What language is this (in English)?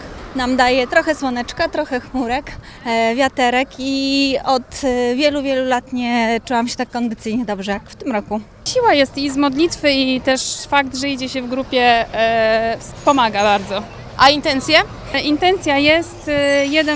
Polish